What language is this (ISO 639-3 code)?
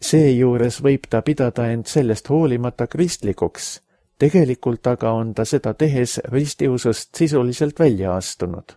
est